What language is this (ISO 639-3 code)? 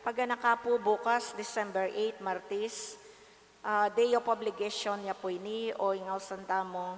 pam